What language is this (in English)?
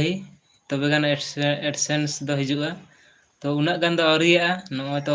Santali